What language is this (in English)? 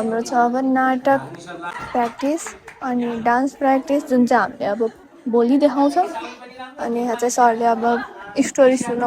Nepali